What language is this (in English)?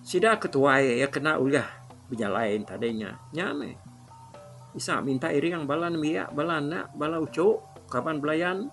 Iban